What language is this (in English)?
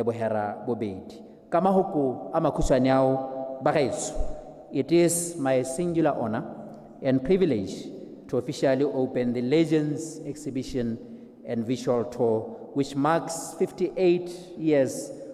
Tswana